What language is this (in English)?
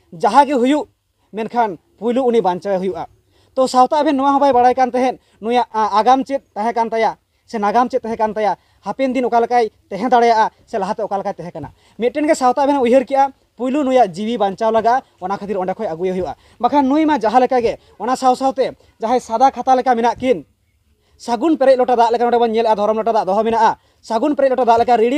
Santali